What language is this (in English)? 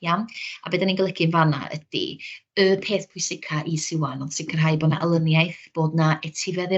Welsh